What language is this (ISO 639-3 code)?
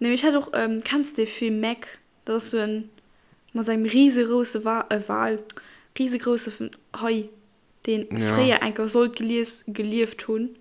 ltz